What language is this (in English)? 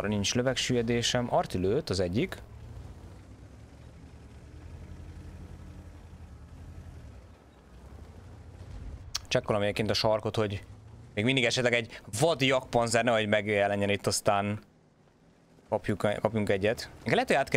Hungarian